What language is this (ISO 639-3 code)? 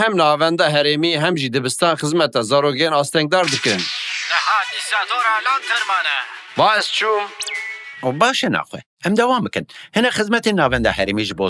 kur